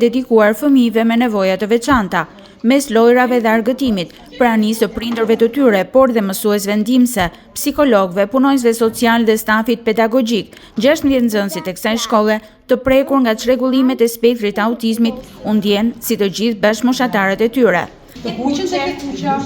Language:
Albanian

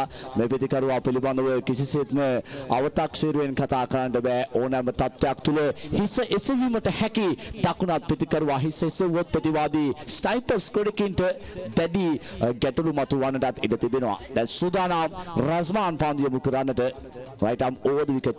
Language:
Sinhala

